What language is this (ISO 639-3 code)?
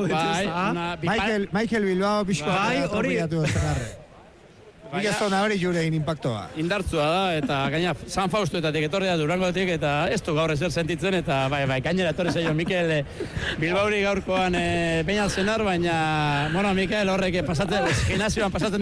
eus